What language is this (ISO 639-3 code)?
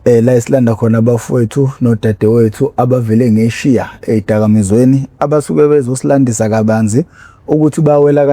zul